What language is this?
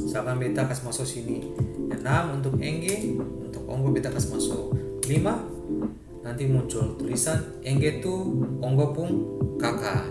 Ambonese Malay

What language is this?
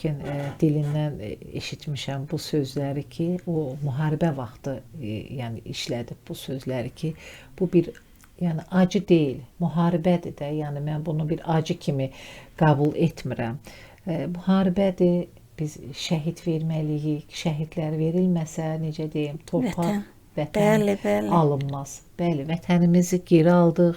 Azerbaijani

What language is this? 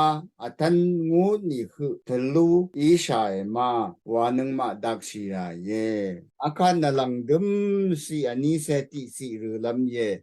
Rawang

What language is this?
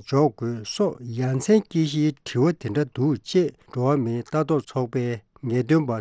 Tibetan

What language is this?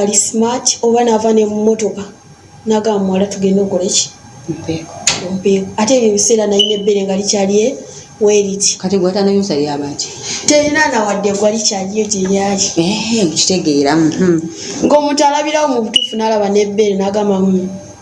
Ganda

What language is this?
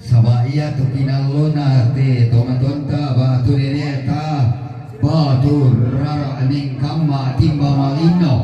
Toraja-Sa'dan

